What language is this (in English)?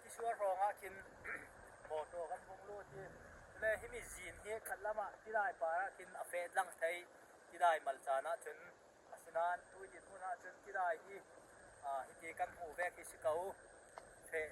Falam Chin